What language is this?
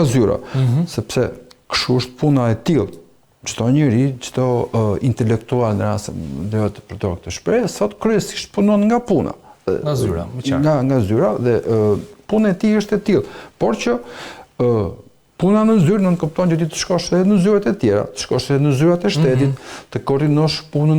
Albanian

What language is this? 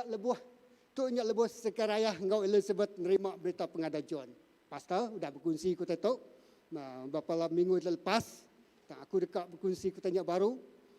Iban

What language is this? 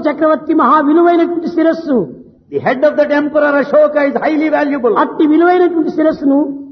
Telugu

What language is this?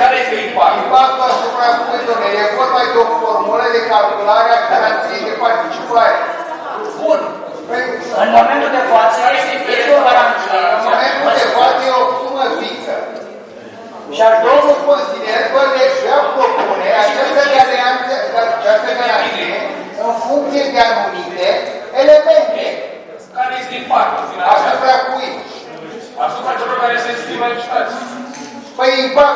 Romanian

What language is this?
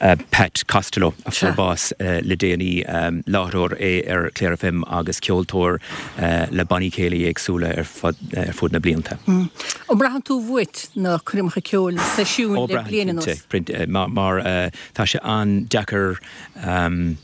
Irish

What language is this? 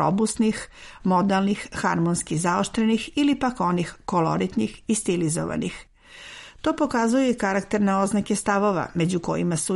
Serbian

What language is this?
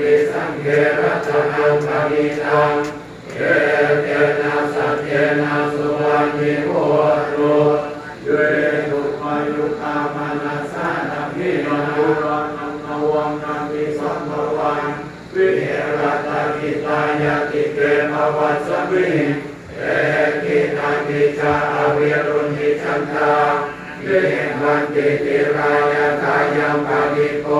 Pali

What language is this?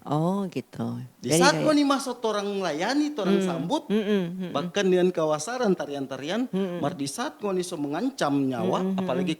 Manado Malay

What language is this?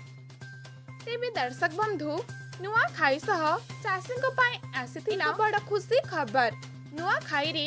Odia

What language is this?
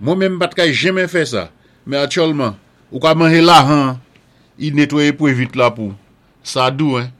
Saint Lucian Creole French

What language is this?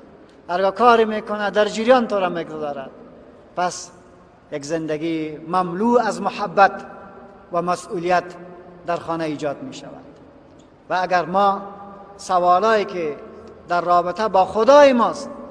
Persian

